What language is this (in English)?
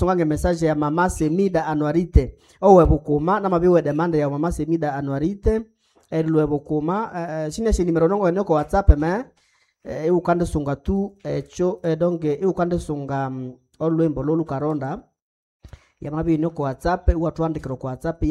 Nande